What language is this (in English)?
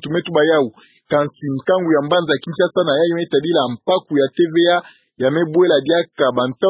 Kituba (Democratic Republic of Congo)